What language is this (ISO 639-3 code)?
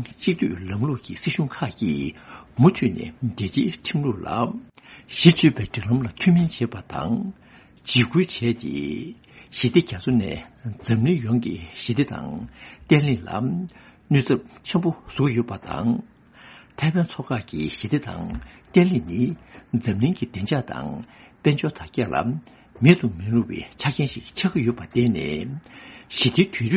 bod